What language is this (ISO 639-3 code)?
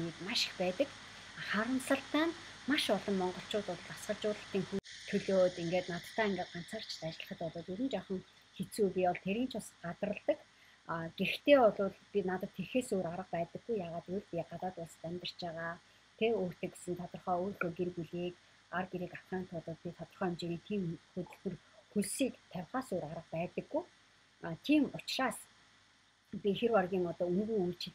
mon